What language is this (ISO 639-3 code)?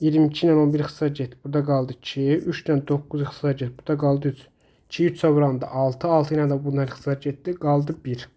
aze